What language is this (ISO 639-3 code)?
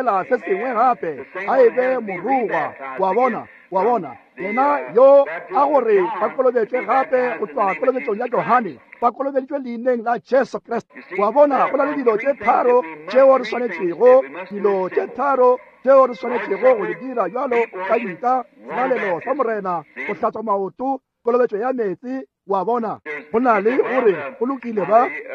nso